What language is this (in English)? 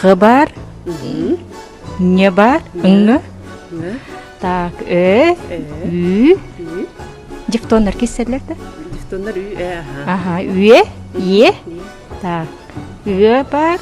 Yakut